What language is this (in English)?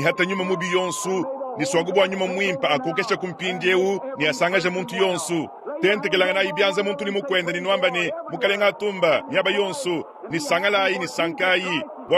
Luba-Lulua